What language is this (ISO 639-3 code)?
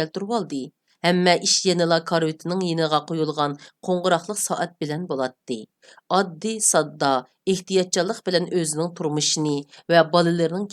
uig